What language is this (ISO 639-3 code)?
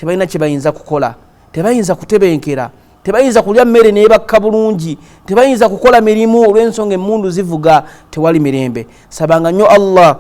lug